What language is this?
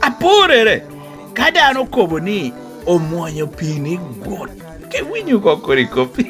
Lango (Uganda)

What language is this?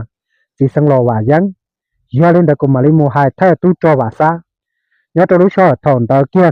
Hmong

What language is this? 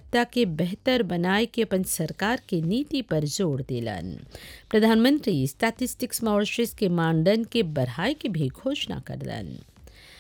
Bhojpuri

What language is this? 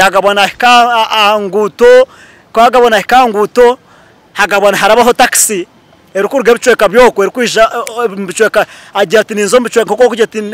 Nyankole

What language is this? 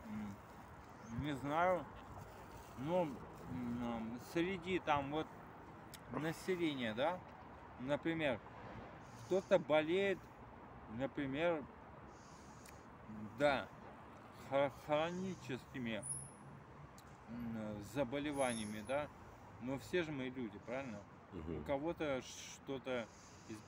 Russian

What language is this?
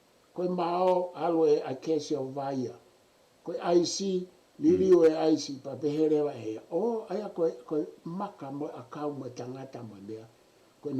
Tongan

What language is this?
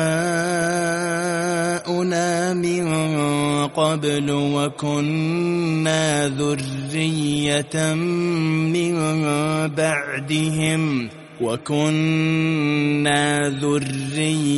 Arabic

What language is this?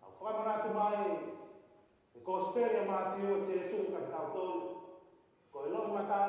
Tongan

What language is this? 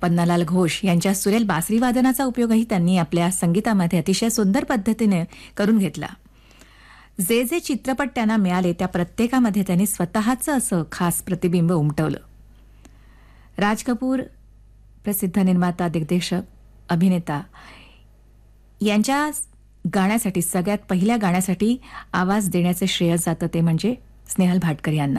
Marathi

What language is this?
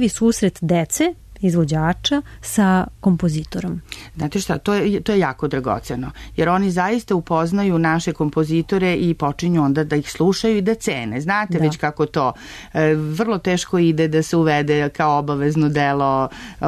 Serbian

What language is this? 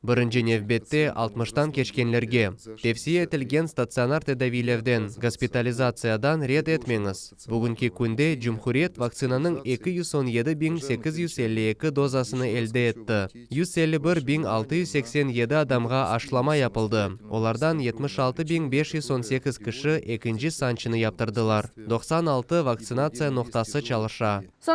Crimean Tatar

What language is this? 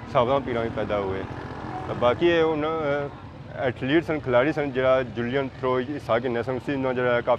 Pahari-Potwari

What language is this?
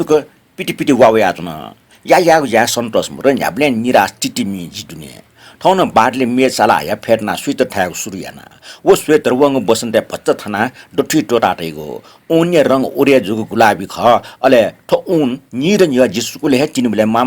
Newari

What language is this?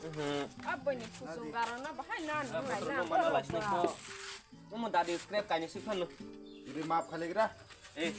Kok Borok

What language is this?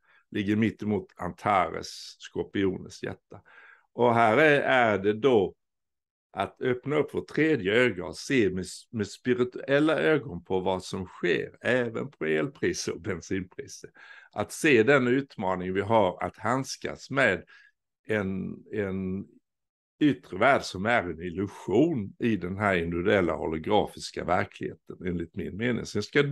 Swedish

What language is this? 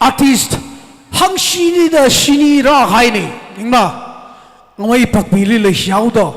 Tangkhul Naga (India)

